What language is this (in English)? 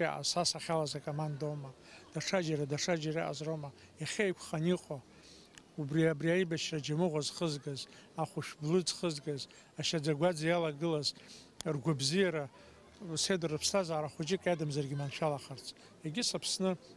Abkhazian